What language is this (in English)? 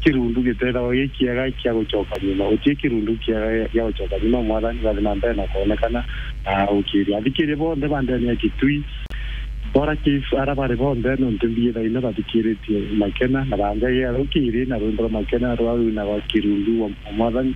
Meru